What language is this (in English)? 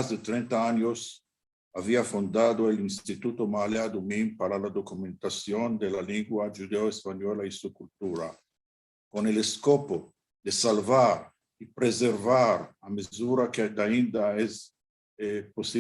Ladino